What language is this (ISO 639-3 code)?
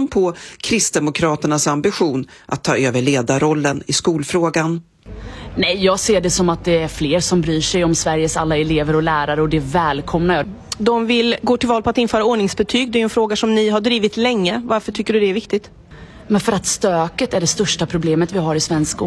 swe